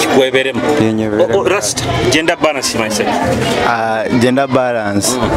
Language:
Nyoro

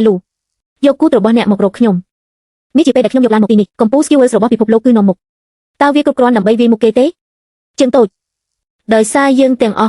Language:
Khmer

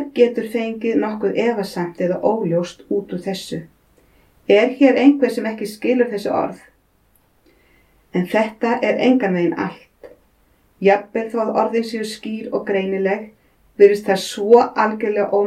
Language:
Icelandic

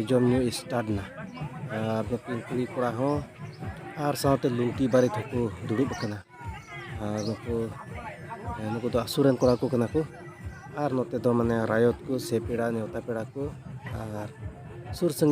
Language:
Santali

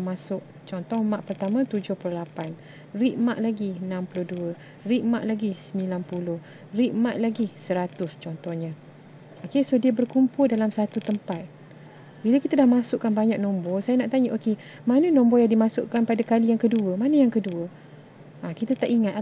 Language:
Malay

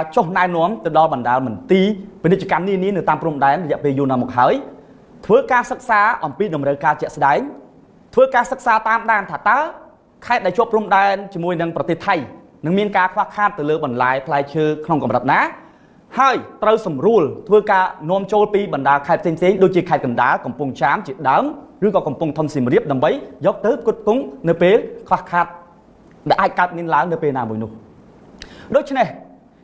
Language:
Khmer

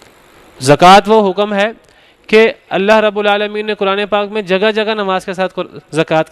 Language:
Urdu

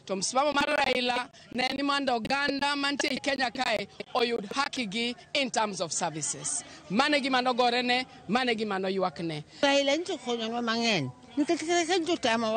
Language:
Luo (Kenya and Tanzania)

